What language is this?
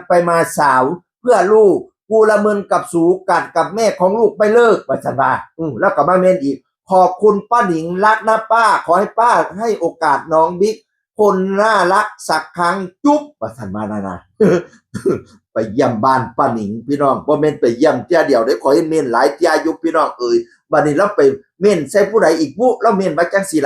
Northeastern Thai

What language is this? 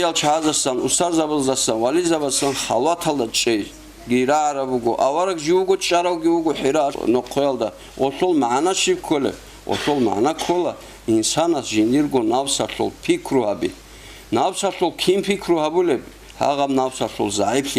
Avaric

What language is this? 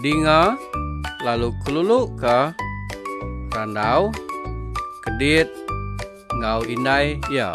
Iban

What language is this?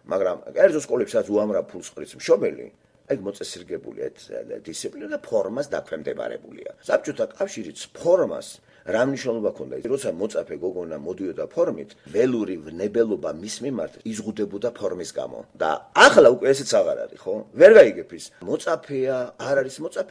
Georgian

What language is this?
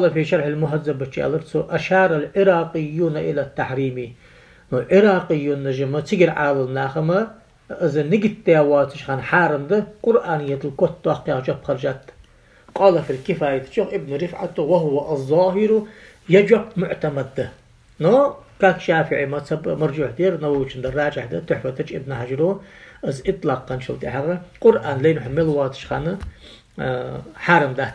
Ingush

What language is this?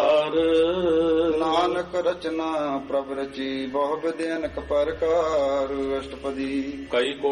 Punjabi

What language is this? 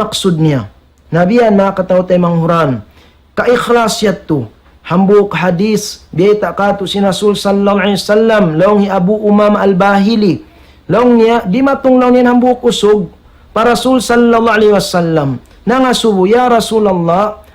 Tausug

